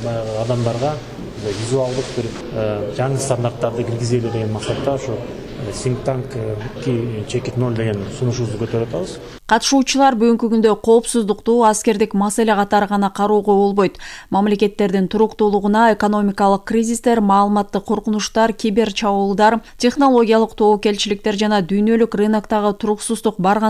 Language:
Kyrgyz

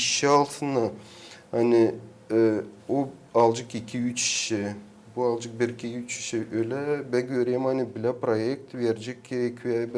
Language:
Gagauz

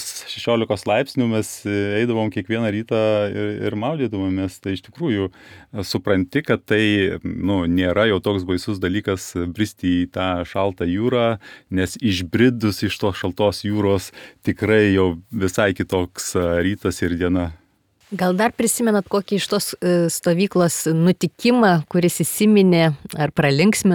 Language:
Lithuanian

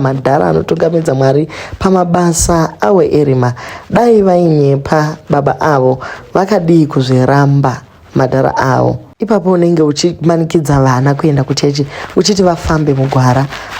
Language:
Shona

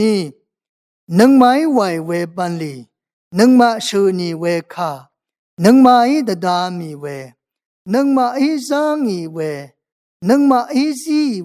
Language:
Rawang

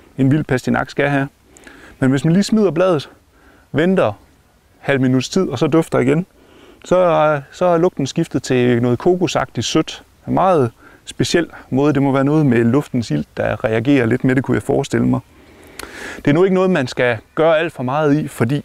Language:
Danish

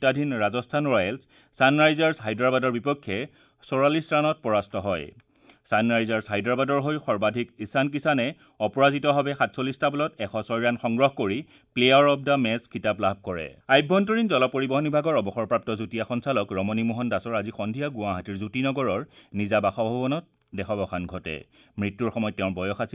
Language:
Assamese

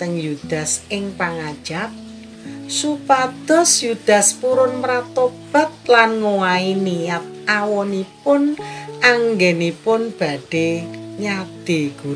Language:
Javanese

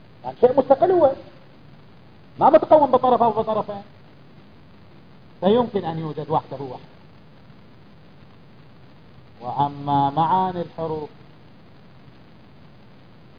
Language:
Arabic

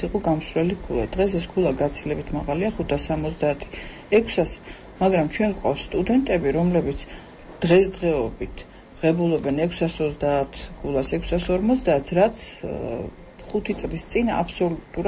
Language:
Georgian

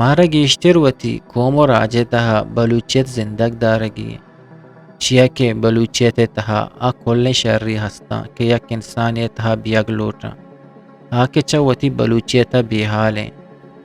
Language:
Eastern Balochi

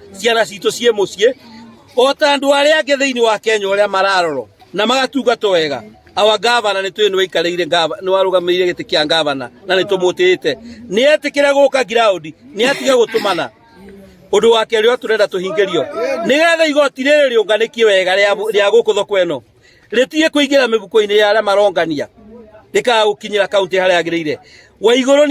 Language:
Kikuyu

